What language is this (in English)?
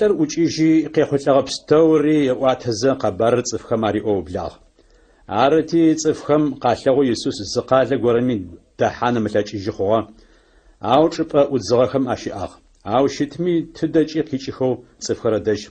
Adyghe